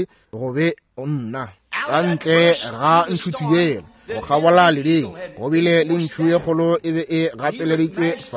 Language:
Northern Sotho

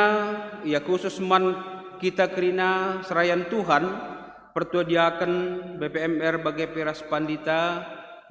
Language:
Batak Karo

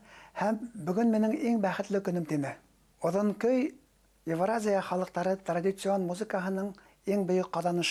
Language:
Bashkir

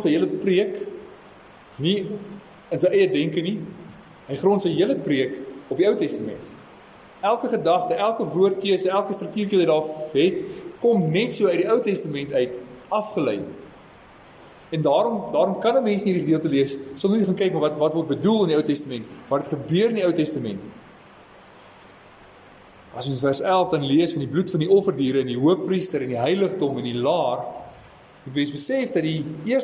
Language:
Afrikaans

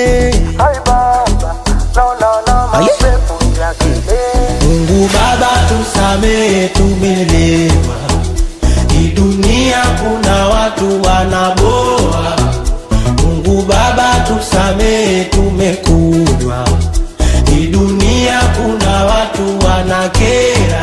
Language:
Swahili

